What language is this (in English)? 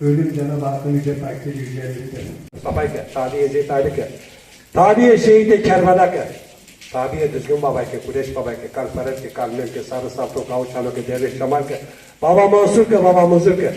Zaza